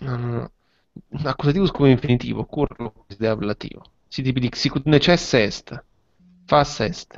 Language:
Latin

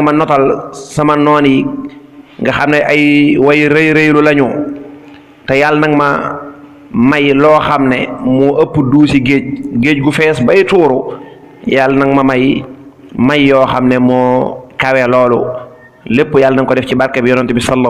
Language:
Wolof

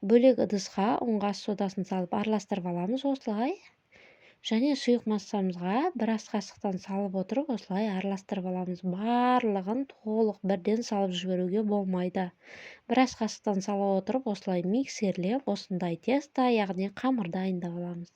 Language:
Kazakh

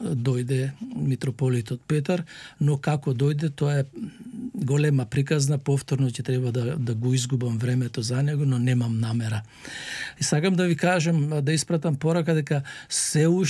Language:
Macedonian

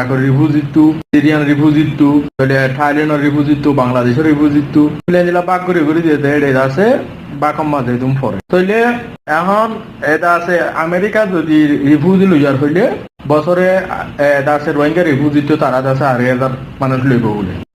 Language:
Rohingya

